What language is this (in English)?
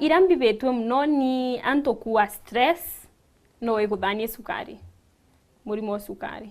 Meru